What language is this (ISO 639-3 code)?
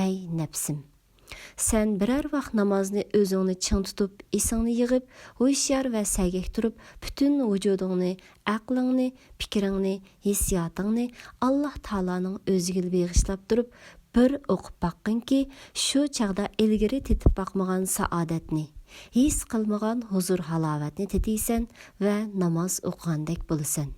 uig